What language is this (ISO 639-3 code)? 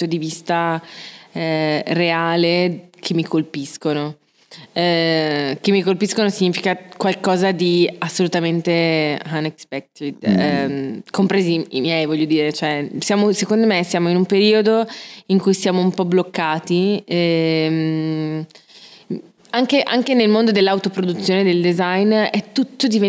ita